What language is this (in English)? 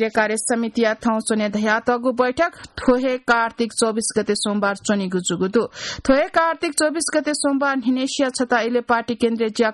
Newari